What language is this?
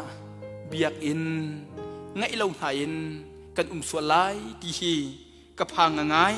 Hakha Chin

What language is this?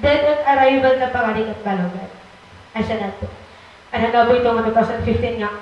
Waray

